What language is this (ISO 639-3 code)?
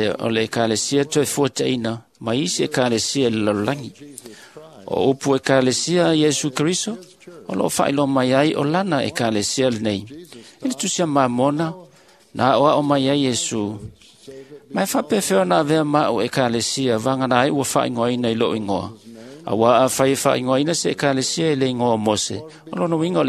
smo